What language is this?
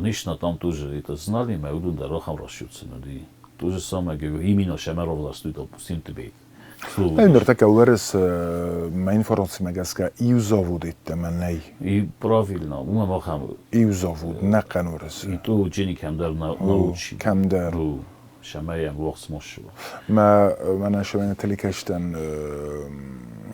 Ossetic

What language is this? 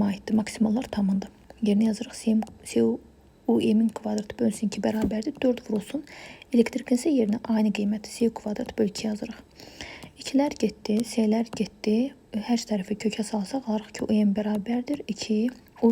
Azerbaijani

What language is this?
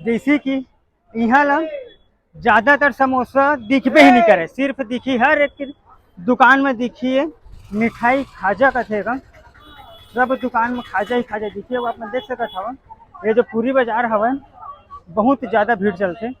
Chhattisgarhi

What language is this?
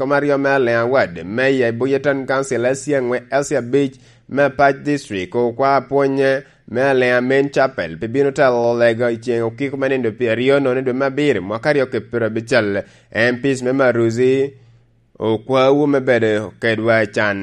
Lango (Uganda)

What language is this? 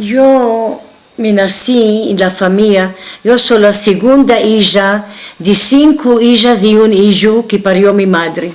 Ladino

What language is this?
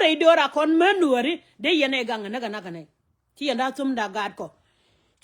Nuer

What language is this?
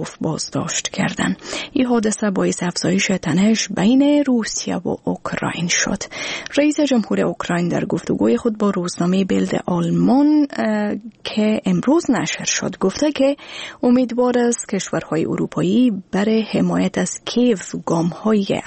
Persian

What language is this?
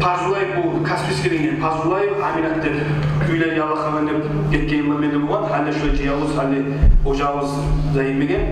Kumyk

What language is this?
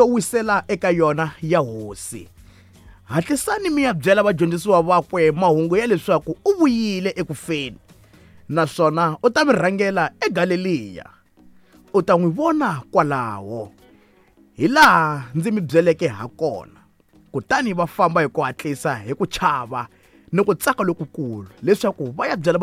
Tsonga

